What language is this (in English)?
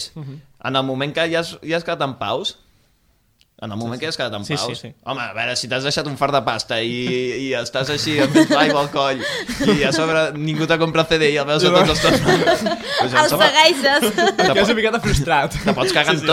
Catalan